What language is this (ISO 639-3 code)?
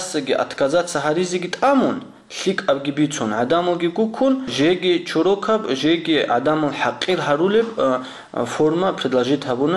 ava